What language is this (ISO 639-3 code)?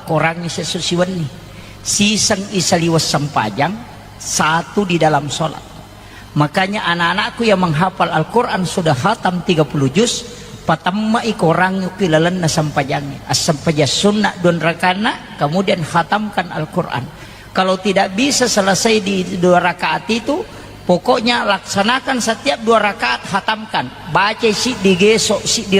bug